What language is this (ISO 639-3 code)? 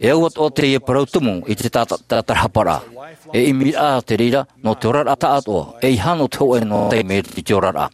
tah